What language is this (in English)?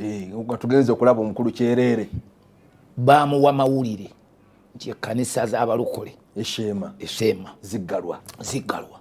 Ganda